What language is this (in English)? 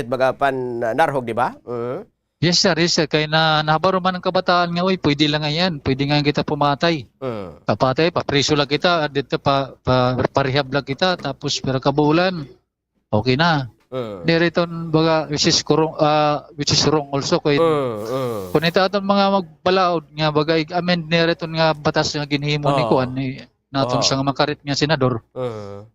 Waray